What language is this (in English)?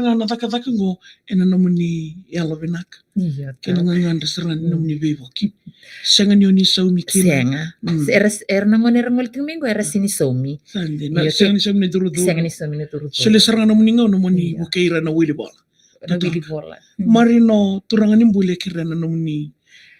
Fijian